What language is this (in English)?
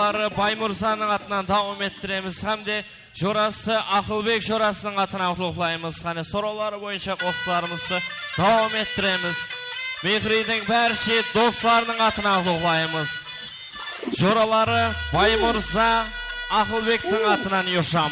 Kara-Kalpak